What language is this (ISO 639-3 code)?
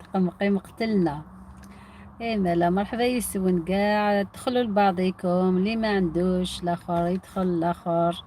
arq